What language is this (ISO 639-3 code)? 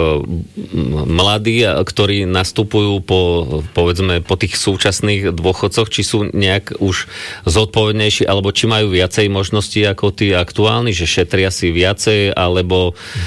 slk